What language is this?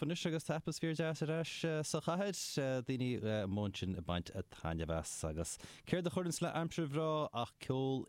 Irish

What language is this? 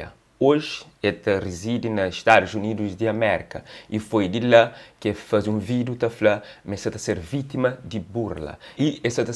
Kabuverdianu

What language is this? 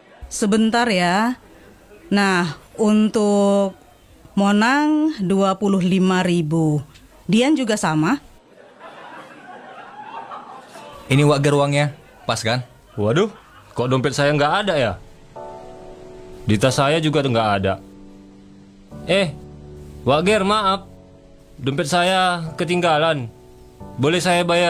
Indonesian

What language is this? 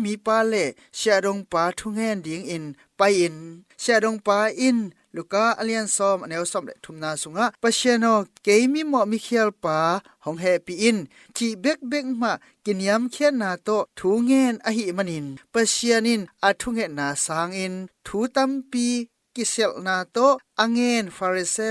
Tedim Chin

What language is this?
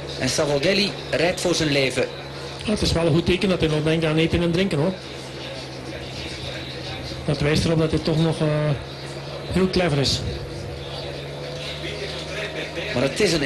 Dutch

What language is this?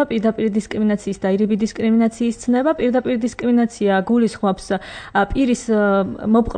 Georgian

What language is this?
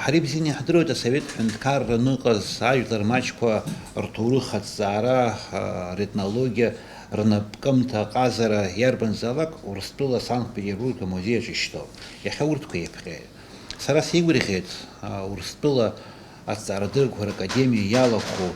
Abkhazian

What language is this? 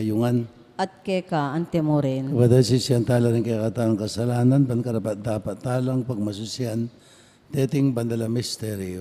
Pampanga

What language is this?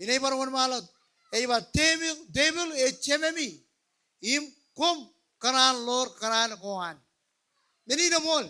Marshallese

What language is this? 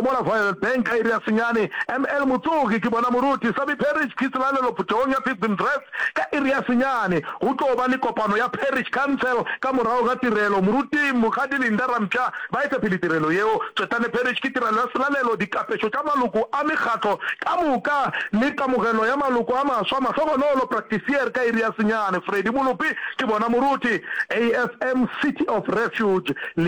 Northern Sotho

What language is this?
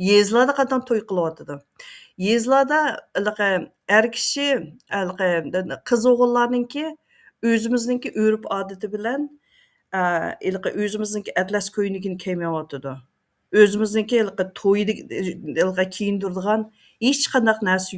Uyghur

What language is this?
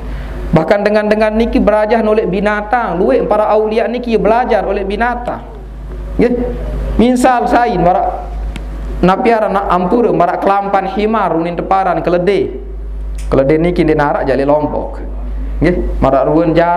Sasak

